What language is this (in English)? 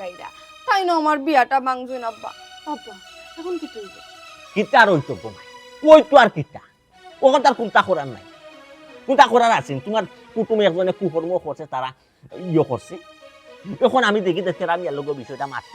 Sylheti